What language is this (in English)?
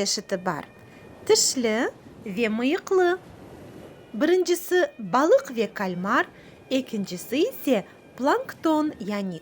Crimean Tatar